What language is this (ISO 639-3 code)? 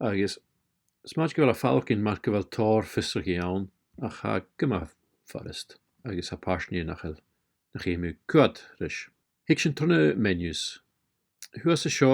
gla